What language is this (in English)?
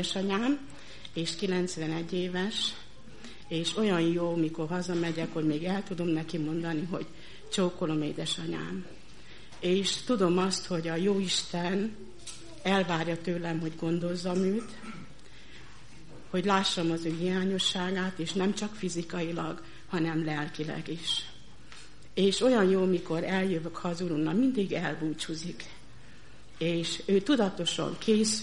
Hungarian